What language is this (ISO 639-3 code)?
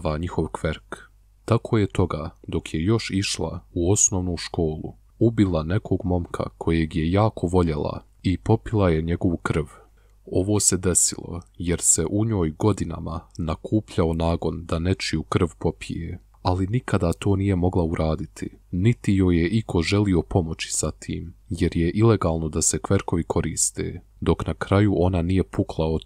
bos